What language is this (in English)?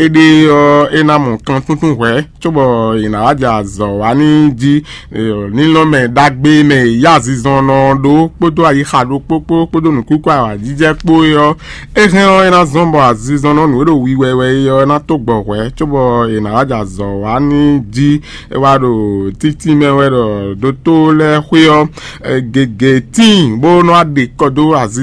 Fon